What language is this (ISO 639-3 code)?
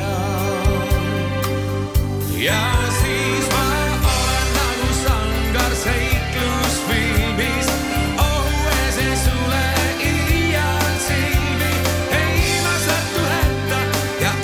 est